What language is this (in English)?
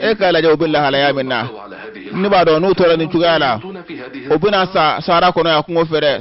Bambara